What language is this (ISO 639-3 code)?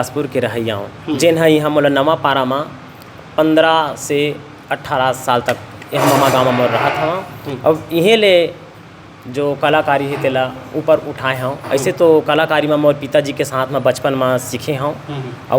hne